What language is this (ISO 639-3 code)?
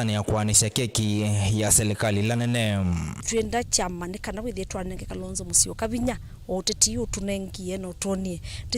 kam